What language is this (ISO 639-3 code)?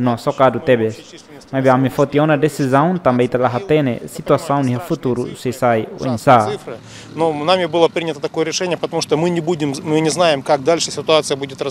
tet